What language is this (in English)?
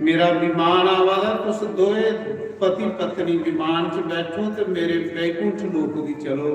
Dogri